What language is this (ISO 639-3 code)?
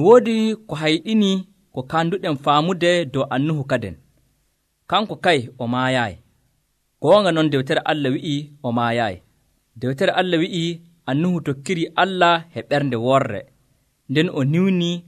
fuv